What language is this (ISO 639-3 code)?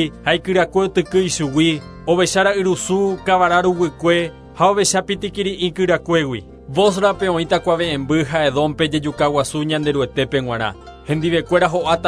grn